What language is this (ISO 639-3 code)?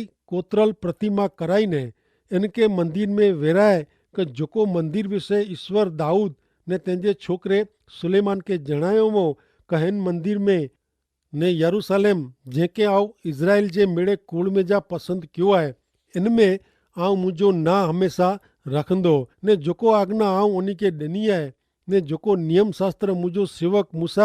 kfr